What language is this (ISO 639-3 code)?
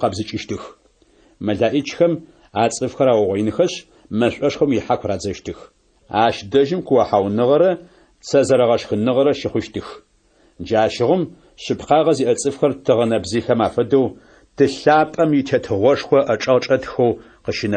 ady